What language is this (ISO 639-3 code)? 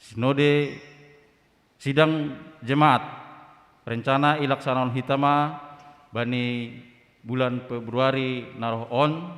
bts